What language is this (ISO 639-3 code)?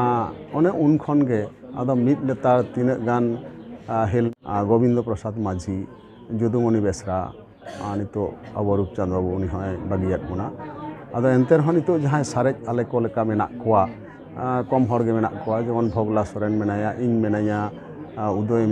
sat